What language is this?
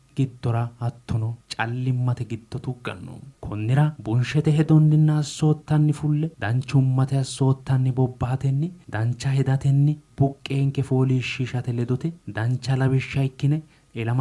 Sidamo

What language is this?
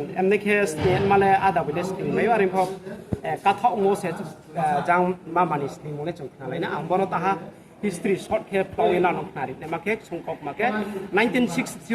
Riang (India)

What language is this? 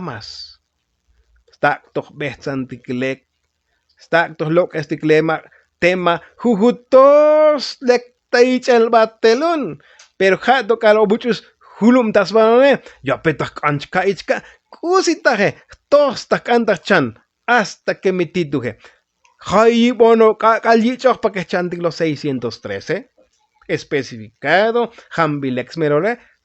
Tzotzil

